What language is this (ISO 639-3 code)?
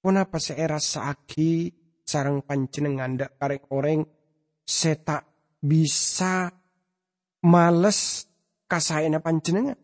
mad